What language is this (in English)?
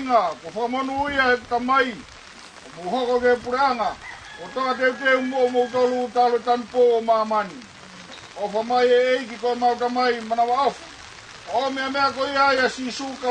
Tongan